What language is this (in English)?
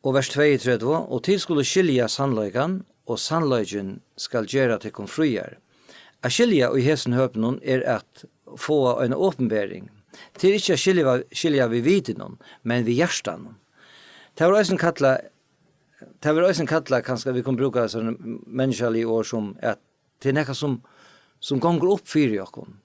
Faroese